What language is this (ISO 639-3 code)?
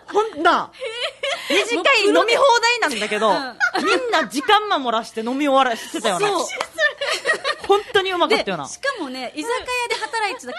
jpn